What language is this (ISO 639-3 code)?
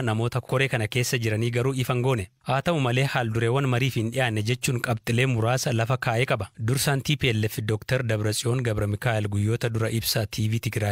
orm